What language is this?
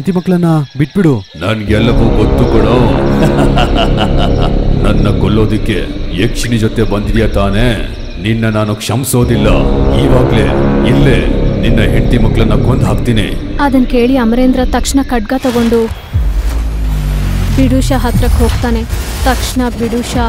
Kannada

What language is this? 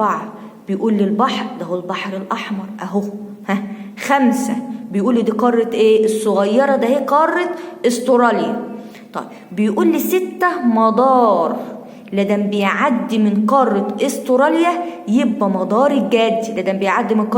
Egyptian Arabic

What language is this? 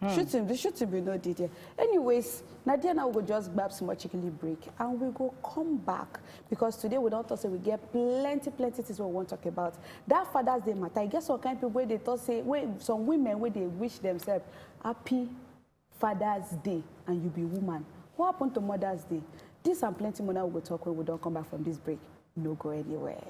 Nigerian Pidgin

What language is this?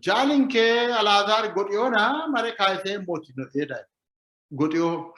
Sidamo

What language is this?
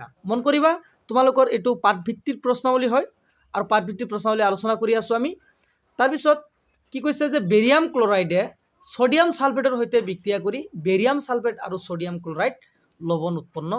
Assamese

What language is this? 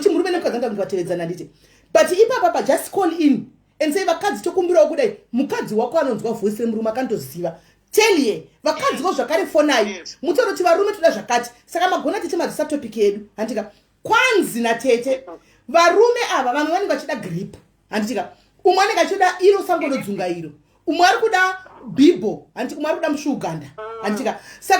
Shona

